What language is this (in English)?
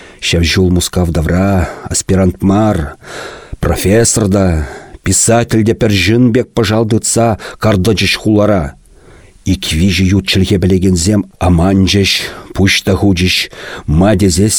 Chuvash